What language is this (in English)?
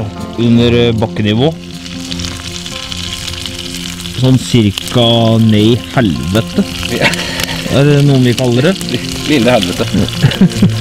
Norwegian